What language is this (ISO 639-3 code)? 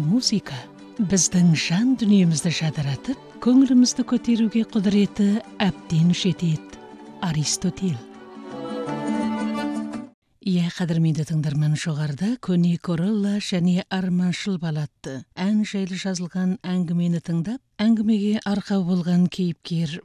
kaz